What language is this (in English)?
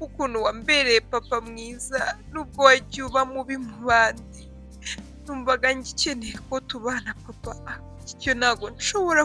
Kinyarwanda